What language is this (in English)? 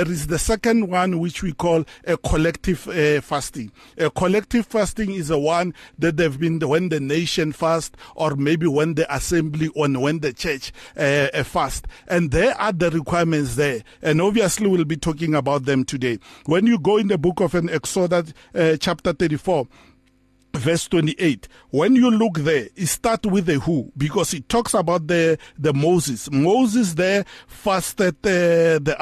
English